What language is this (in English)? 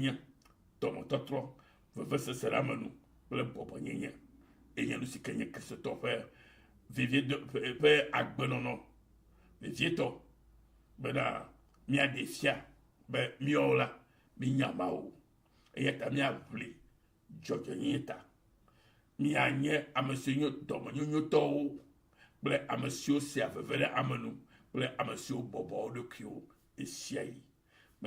Ewe